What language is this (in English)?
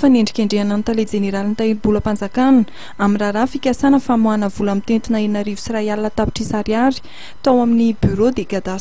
Malagasy